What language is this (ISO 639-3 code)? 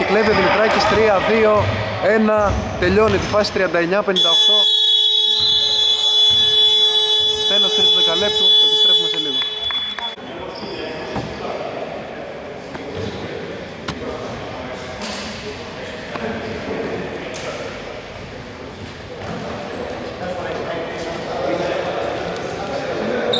ell